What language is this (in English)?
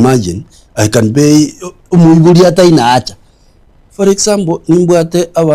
Gusii